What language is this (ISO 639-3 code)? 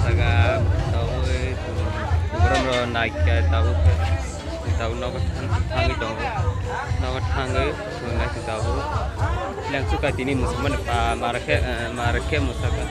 trp